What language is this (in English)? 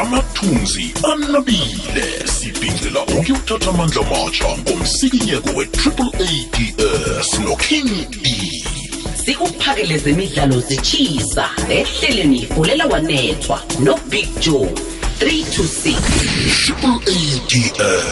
South Ndebele